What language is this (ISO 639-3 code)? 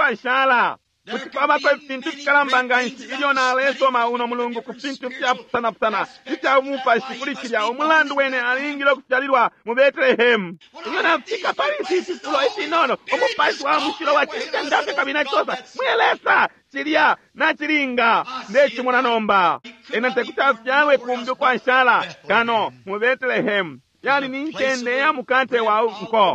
bem